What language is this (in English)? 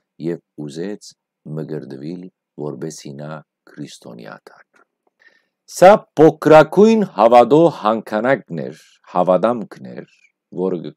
Western Armenian